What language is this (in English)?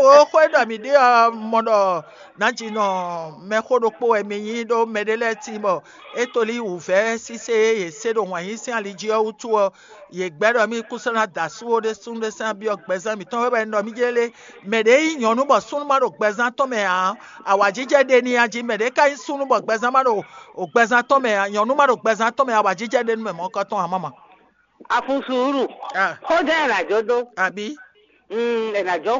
Fon